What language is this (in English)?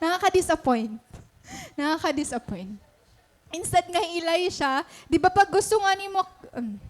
Waray